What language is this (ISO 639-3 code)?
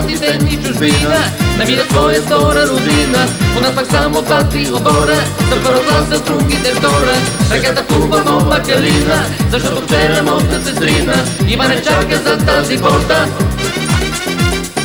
bul